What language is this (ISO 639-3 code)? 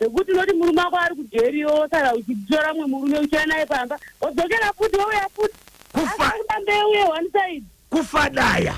sna